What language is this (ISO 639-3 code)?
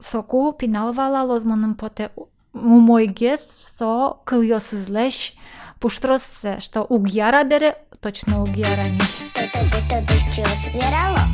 udm